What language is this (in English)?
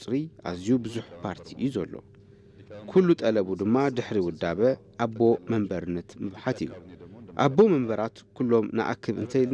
Tigrinya